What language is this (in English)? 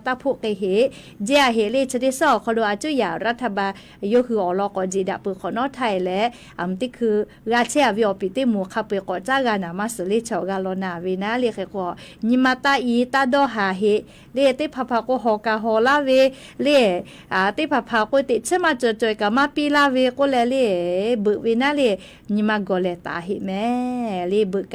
Lahu